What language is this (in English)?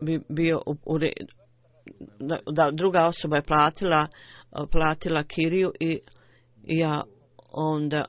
Bosnian